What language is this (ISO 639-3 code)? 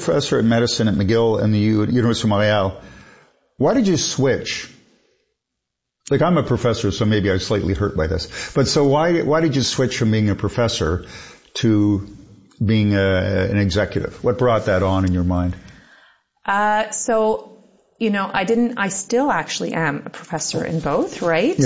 eng